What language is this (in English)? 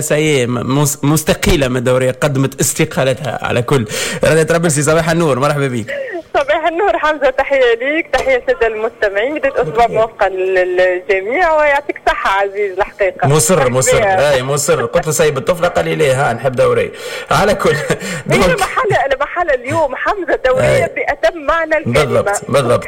Tunisian Arabic